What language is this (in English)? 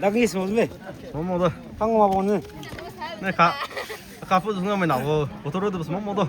Maram Naga